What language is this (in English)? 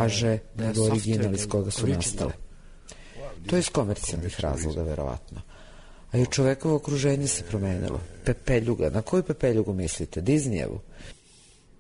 Serbian